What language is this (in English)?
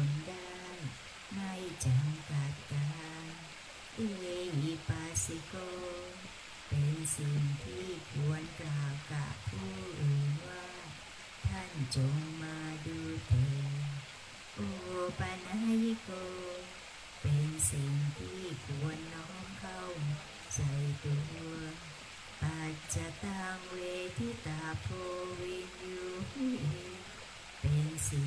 Thai